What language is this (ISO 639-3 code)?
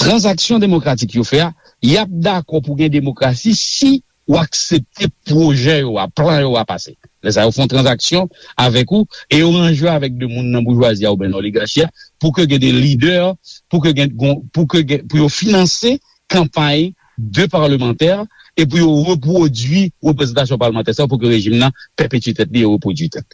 hat